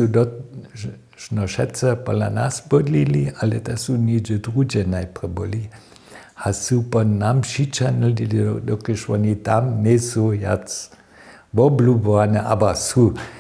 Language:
Upper Sorbian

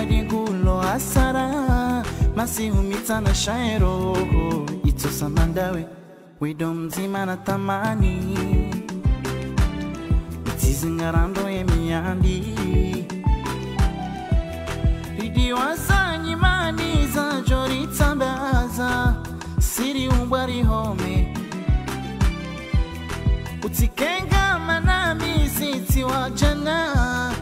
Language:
Swahili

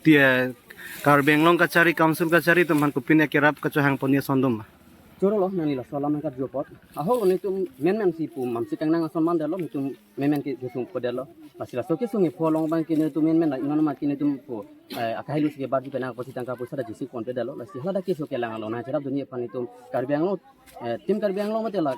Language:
Karbi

